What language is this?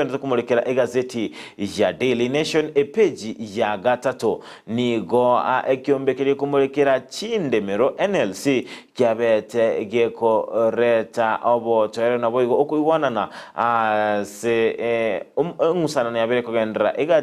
Gusii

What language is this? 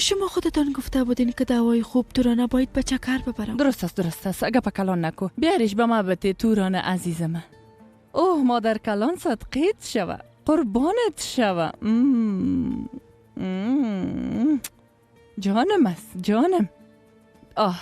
Persian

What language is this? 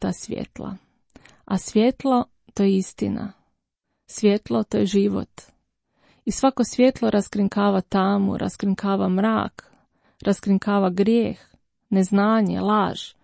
Croatian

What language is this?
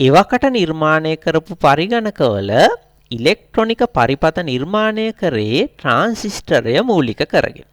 Sinhala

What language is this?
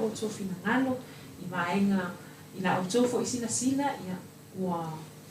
Samoan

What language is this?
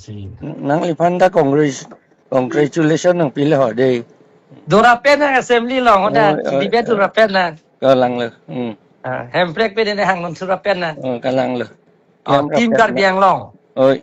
Karbi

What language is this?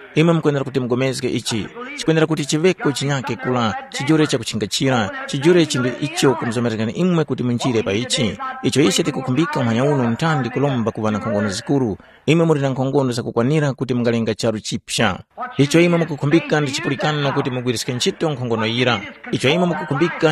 Tumbuka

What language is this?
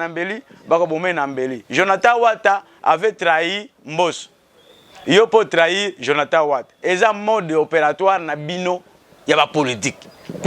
Lingala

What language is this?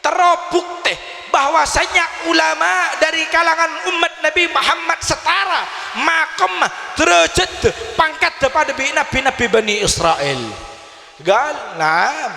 Madurese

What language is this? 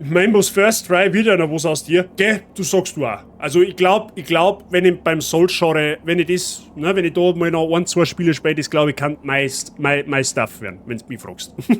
Bavarian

